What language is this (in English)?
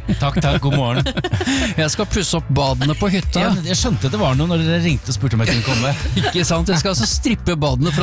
Norwegian